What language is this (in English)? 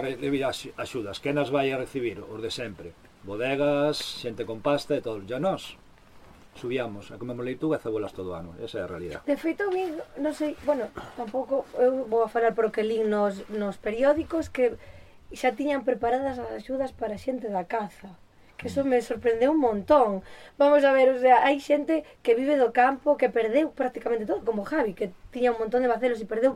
Galician